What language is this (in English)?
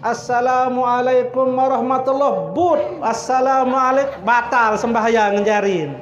Sasak